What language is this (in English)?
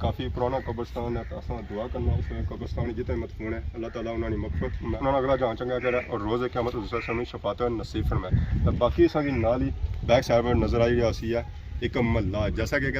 Pahari-Potwari